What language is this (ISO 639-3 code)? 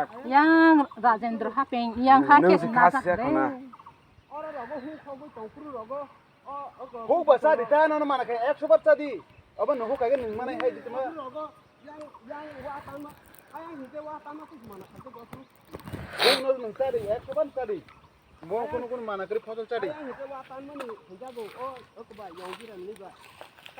trp